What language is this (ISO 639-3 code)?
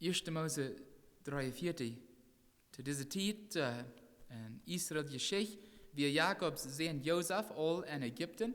pdt